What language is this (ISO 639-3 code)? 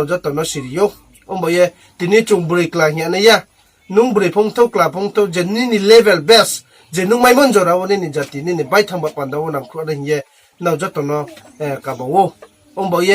ria